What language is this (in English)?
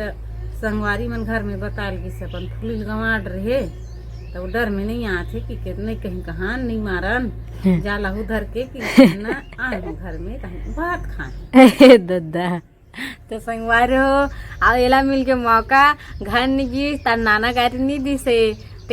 Chhattisgarhi